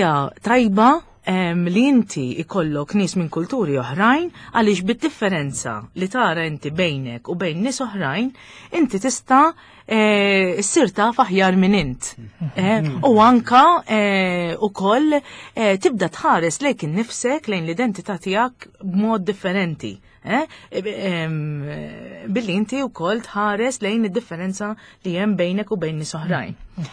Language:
Maltese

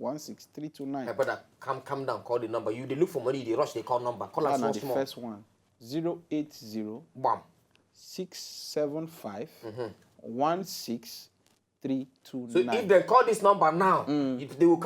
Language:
Nigerian Pidgin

